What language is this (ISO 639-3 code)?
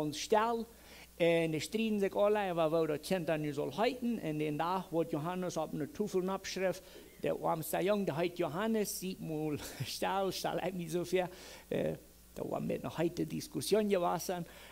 pdt